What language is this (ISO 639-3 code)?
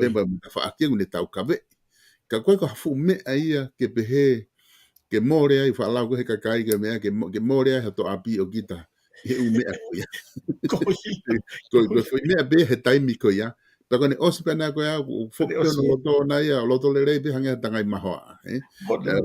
ton